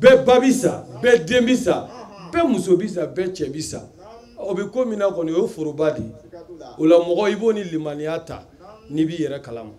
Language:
Bambara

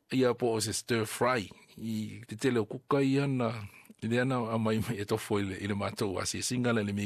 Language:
Samoan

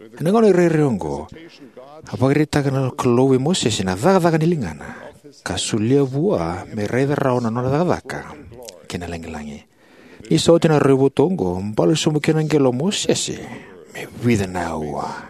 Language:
Fijian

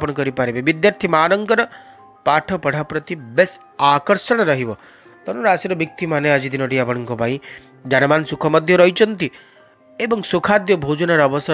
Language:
Odia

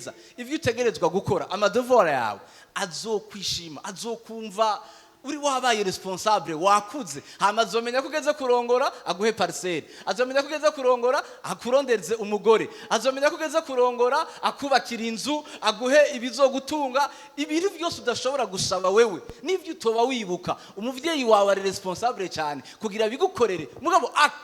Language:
Rundi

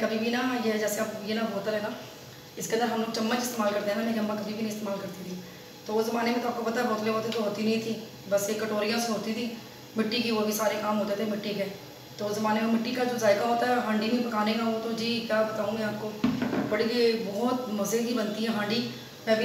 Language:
Hindi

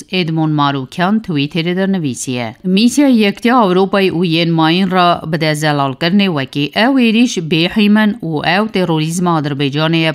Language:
Kurdish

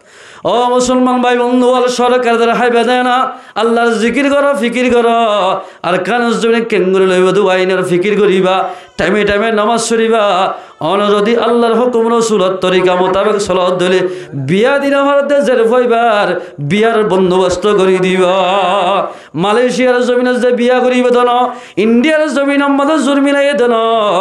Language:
Rohingya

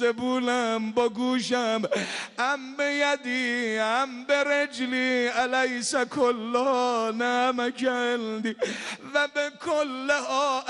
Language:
Persian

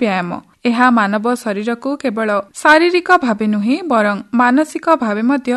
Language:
Odia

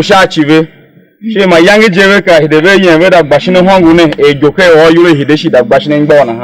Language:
Tiv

